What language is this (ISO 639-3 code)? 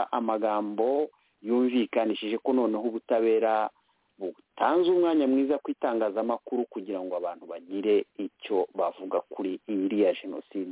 kin